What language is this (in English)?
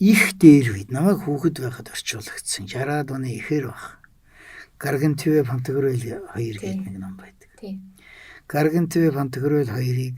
Mongolian